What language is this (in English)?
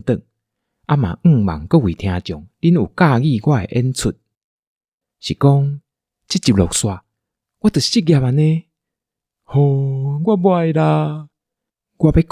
Min Nan Chinese